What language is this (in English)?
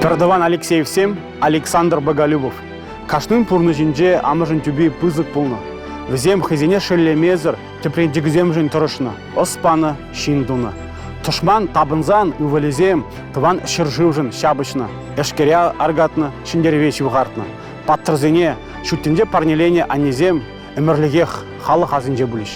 Chuvash